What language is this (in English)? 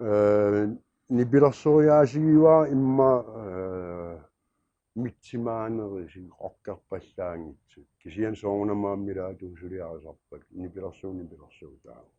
Kalaallisut